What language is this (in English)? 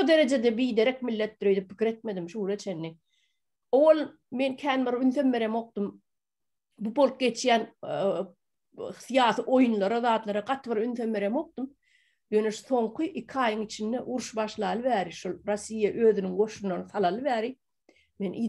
Turkmen